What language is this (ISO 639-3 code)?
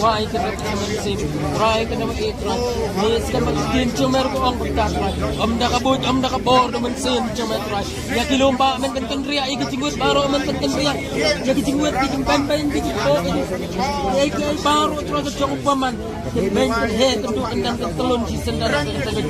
kha